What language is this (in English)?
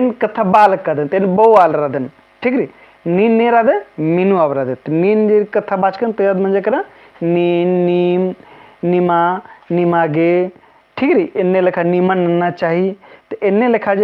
Kurukh